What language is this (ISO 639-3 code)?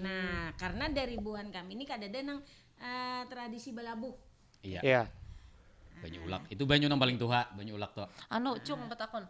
bjn